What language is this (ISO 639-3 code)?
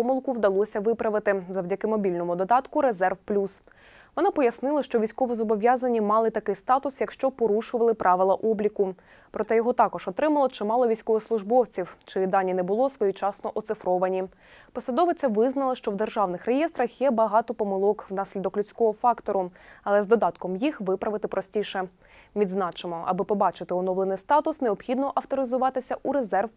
ukr